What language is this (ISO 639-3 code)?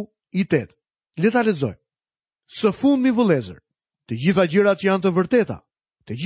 sqi